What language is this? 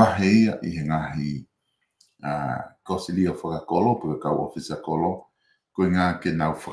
Tongan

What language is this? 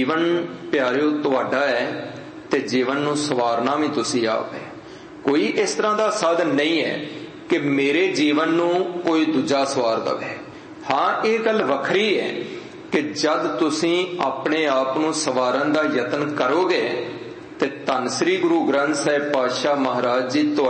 Punjabi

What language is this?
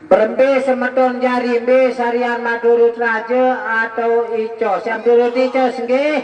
Sasak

